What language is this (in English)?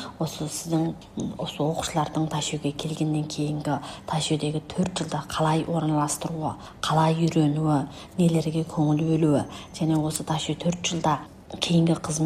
Kazakh